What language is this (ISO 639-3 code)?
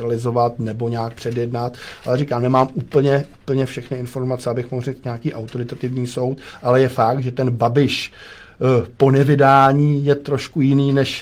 ces